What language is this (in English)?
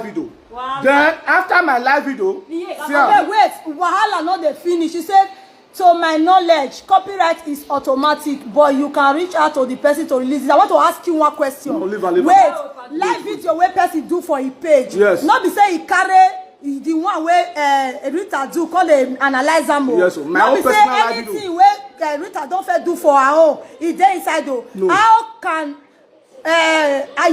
Nigerian Pidgin